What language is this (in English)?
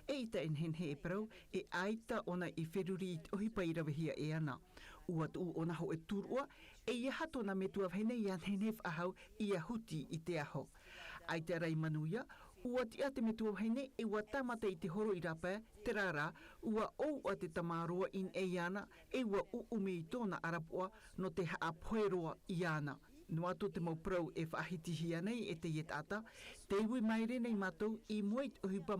Tahitian